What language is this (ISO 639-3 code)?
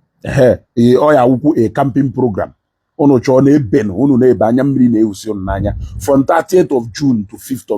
ibo